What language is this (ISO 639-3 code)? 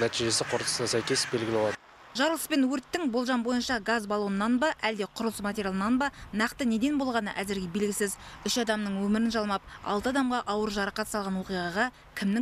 kaz